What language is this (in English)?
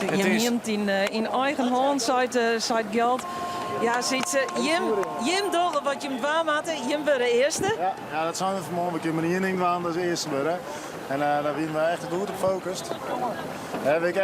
Western Frisian